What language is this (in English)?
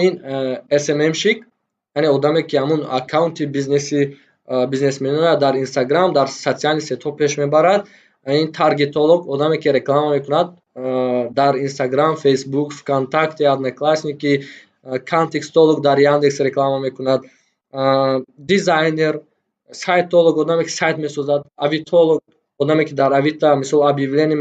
Tajik